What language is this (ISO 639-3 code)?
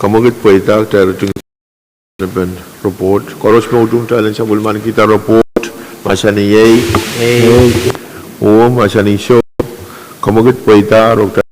pon